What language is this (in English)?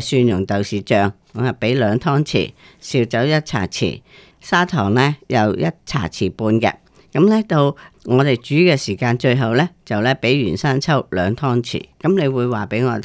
Cantonese